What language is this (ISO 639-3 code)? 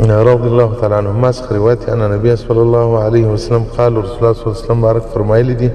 pus